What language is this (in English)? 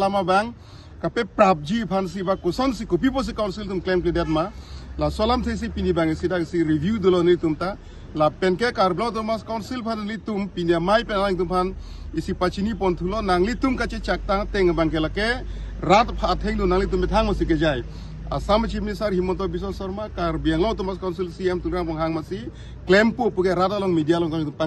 Karbi